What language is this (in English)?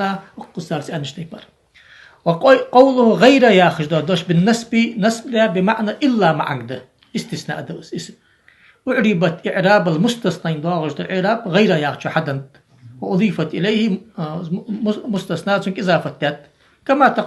Ingush